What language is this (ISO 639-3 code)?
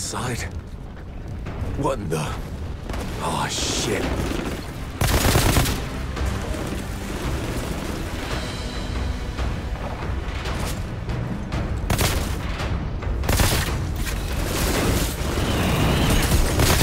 eng